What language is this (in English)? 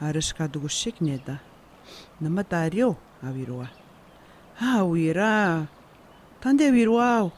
Atikamekw